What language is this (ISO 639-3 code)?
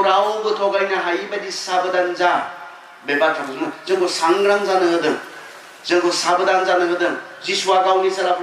brx